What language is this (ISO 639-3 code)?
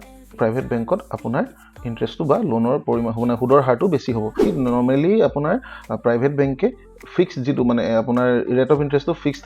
asm